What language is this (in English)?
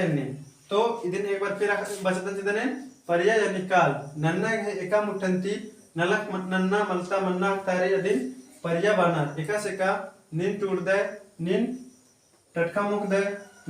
Kurukh